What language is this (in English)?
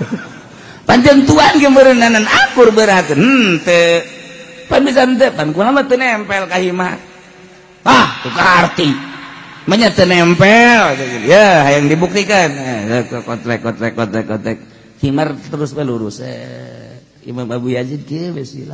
Sundanese